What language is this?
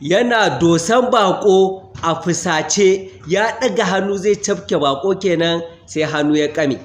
Hausa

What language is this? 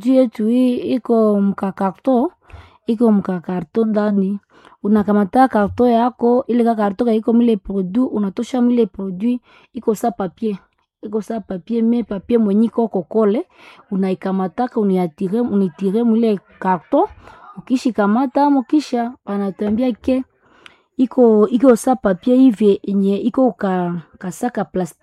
Swahili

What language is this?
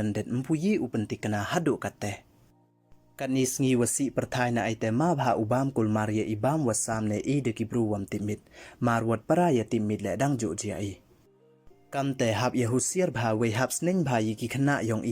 Pnar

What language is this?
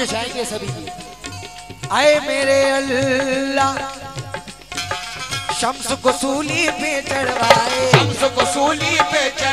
Hindi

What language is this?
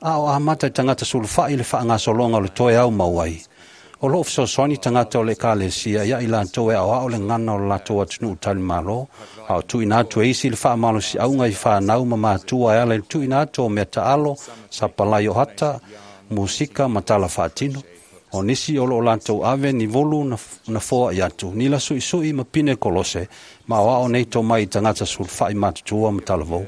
Samoan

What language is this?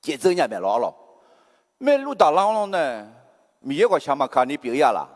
Akha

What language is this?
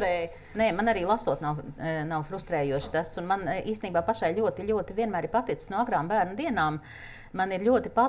Latvian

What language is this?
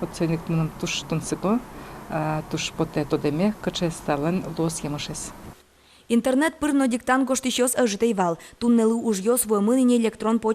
Udmurt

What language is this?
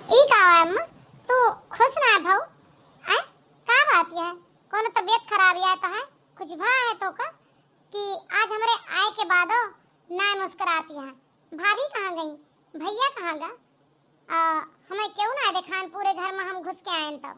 Awadhi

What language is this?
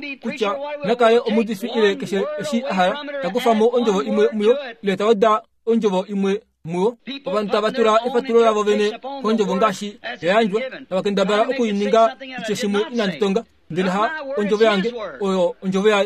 Kuanyama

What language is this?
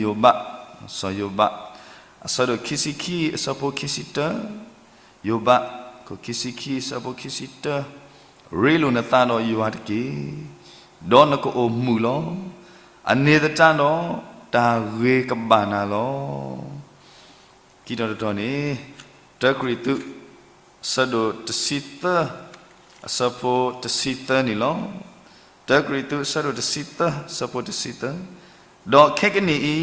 S'gaw Karen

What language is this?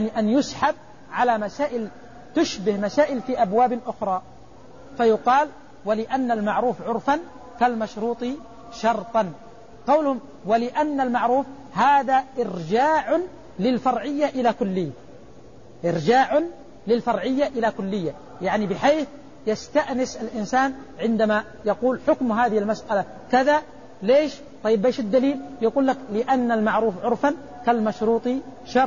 Arabic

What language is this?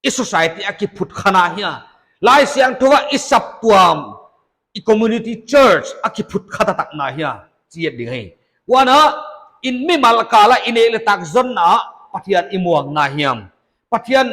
Paite Chin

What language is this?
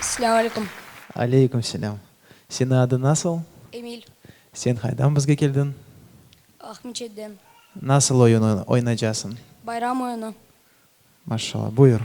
Crimean Tatar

